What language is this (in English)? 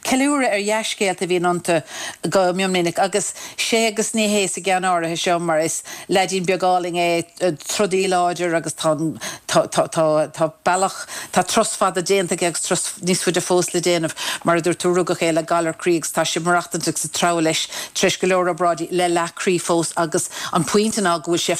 Irish